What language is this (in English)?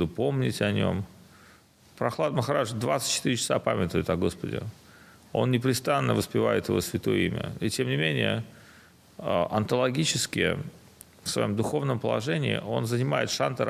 Russian